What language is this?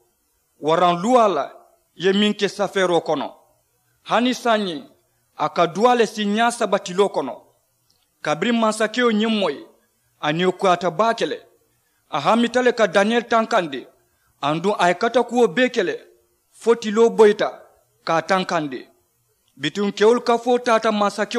Mandingo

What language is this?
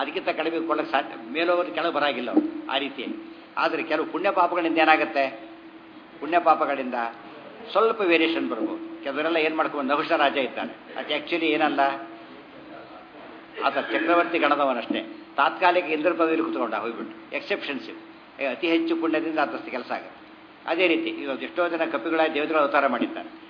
Kannada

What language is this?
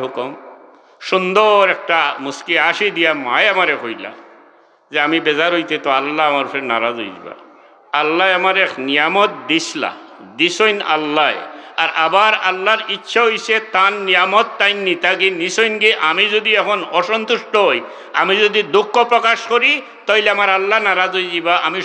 Sylheti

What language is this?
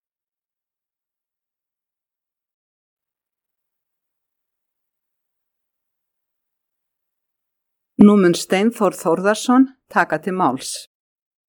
Icelandic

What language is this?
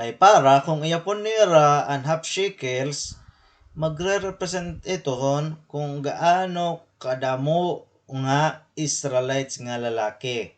Waray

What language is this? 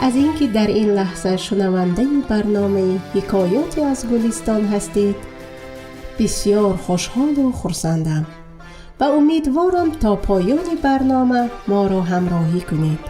Tajik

